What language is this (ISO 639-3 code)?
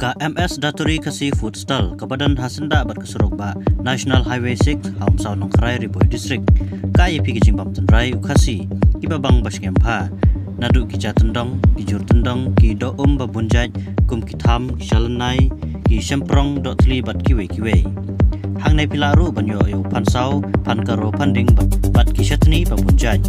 kha